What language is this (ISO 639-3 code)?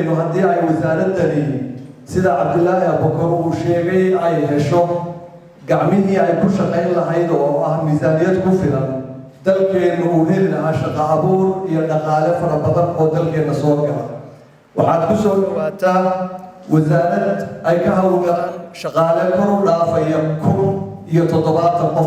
som